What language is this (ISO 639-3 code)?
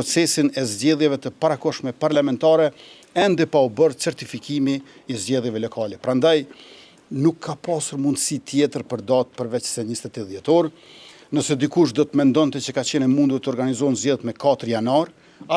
sqi